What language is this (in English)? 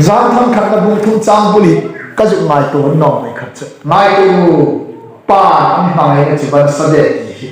Hmar